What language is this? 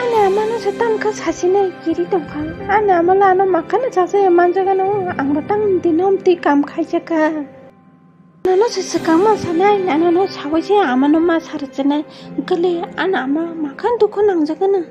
Kok Borok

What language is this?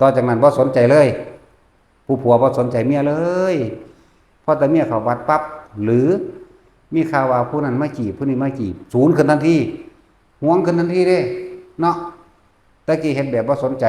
Northeastern Thai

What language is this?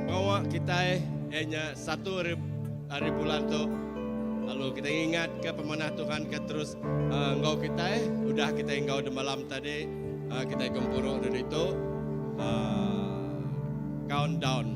Iban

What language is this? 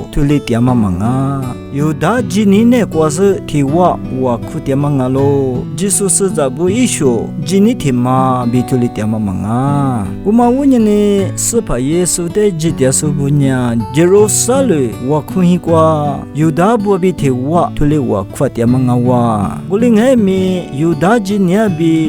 Lisu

